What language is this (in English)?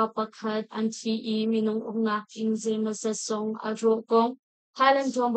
Hakha Chin